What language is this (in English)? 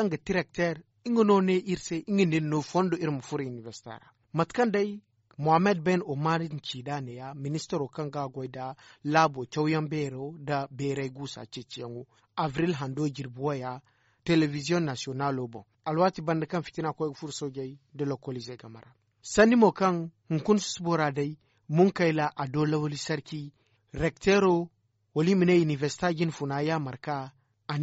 Zarma